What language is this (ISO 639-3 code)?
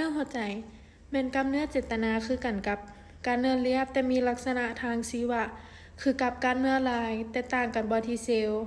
lao